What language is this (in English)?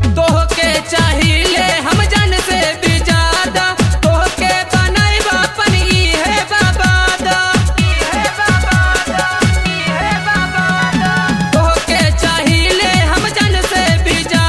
Bhojpuri